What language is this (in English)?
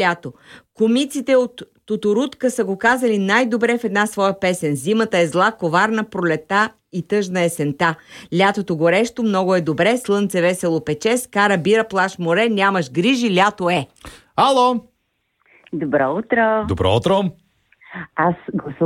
Bulgarian